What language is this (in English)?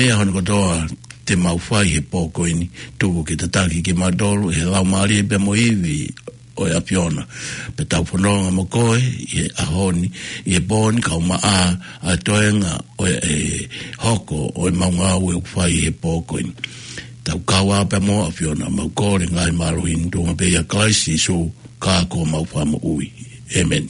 Tongan